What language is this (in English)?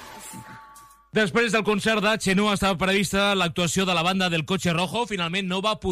Catalan